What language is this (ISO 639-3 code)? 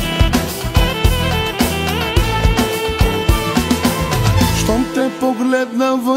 bul